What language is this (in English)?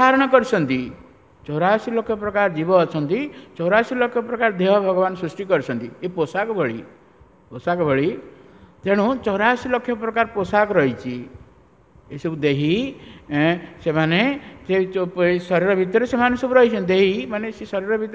Odia